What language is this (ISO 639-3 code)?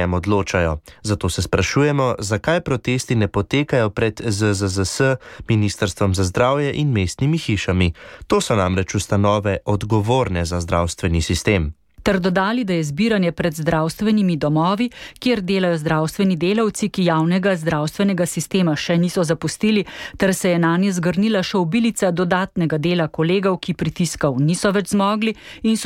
slv